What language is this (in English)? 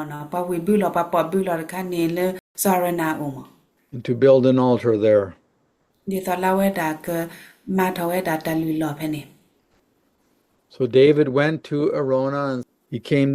S'gaw Karen